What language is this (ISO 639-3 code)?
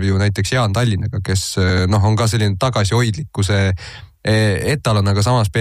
est